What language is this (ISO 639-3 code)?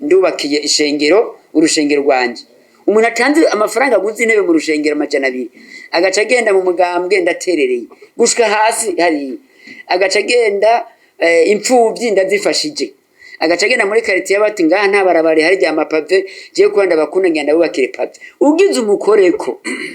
run